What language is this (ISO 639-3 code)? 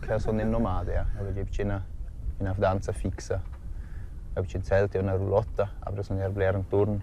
roh